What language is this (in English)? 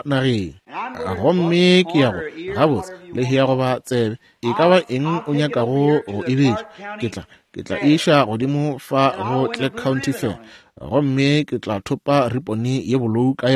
Northern Sotho